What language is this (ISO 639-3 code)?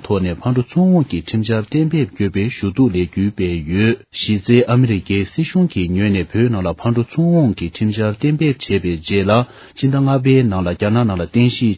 bod